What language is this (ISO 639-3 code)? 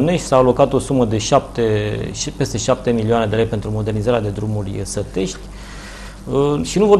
ron